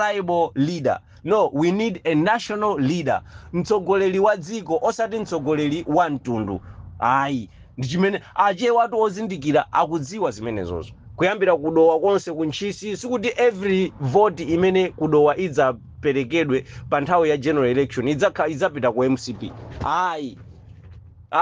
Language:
Nyanja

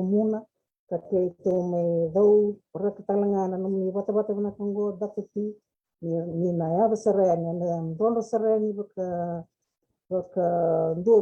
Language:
Fijian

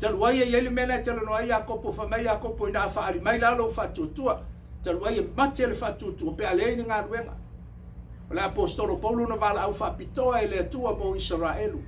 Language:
Samoan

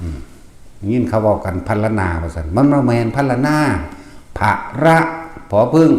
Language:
Northeastern Thai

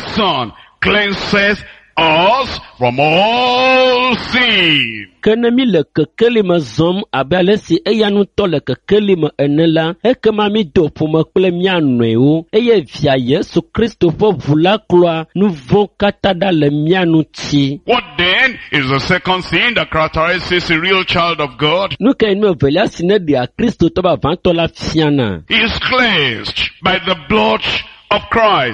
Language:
Ewe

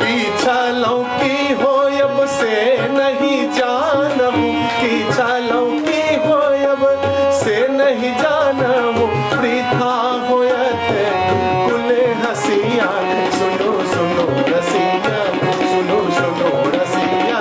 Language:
Maithili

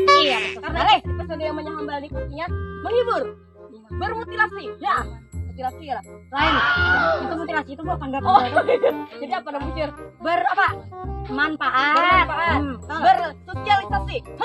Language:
Banjar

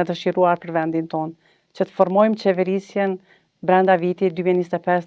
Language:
Albanian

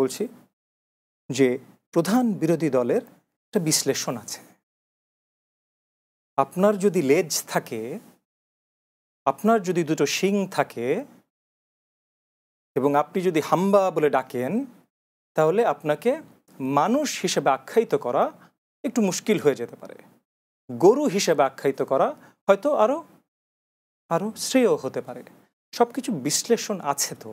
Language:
Bangla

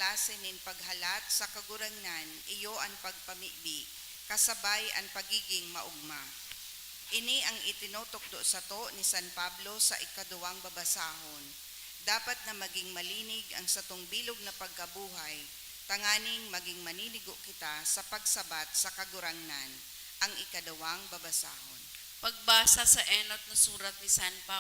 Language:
Bikol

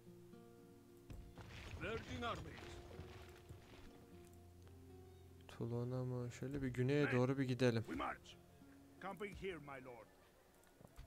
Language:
Turkish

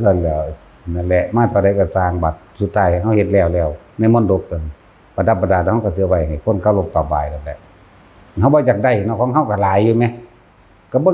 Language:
Northeastern Thai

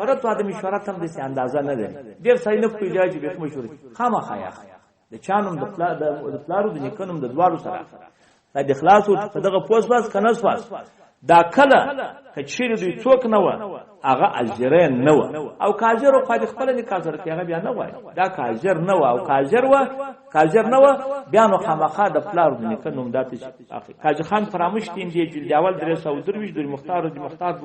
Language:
Pashto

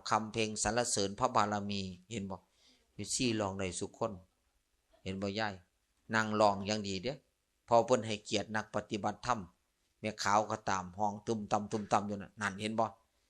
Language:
Lao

